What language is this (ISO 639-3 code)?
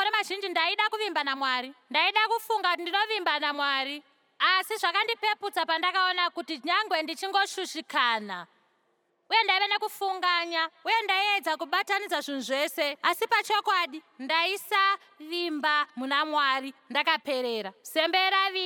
sna